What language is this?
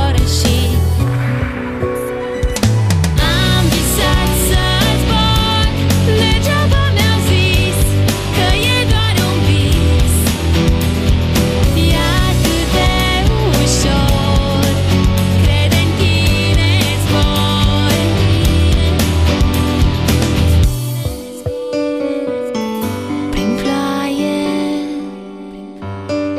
Romanian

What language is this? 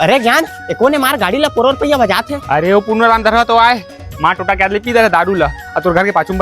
Chhattisgarhi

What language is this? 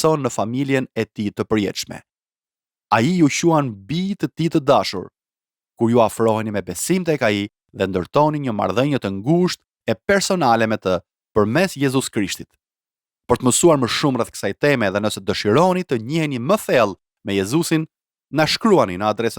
Albanian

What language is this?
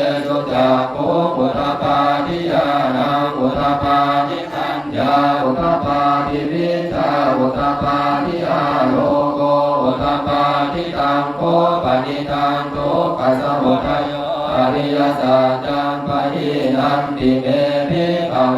Pali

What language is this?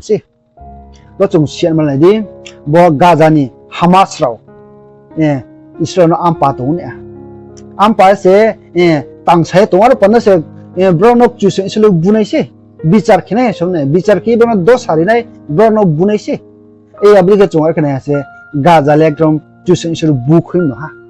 Riang (India)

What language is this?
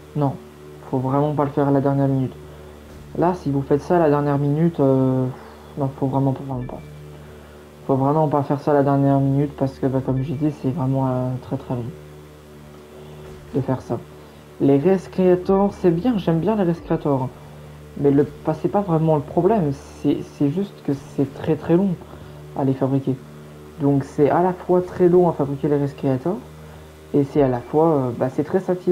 French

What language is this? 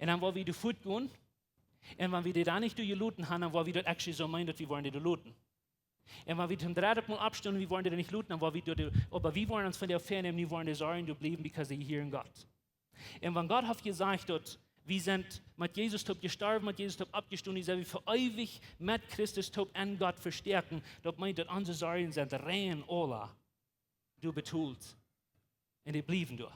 Plautdietsch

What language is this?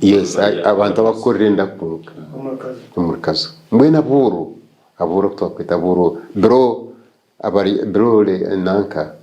Nyankole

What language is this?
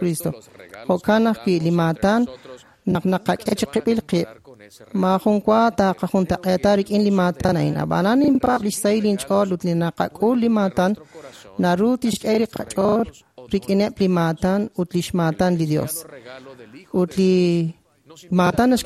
Kekchí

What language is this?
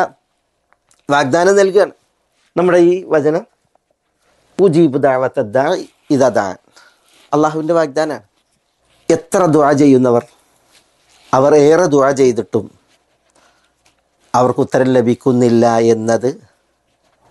Malayalam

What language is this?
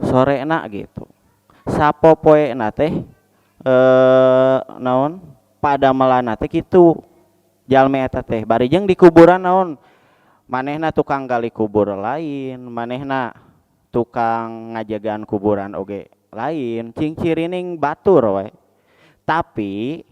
Sundanese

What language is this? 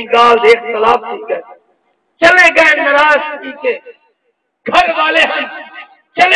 Saraiki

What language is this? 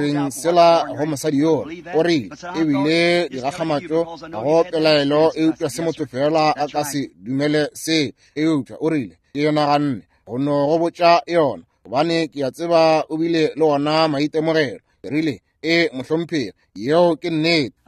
Northern Sotho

